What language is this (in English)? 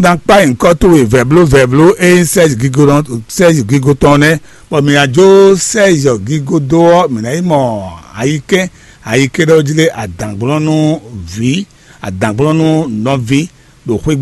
Fon